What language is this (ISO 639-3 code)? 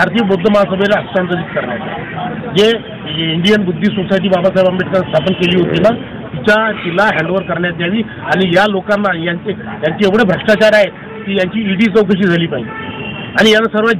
mar